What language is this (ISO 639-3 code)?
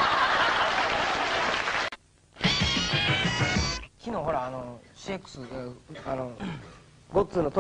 jpn